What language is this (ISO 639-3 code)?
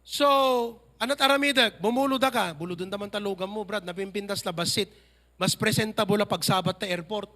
ilo